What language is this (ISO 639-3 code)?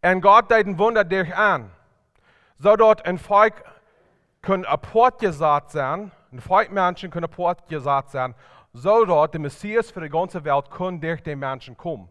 pdt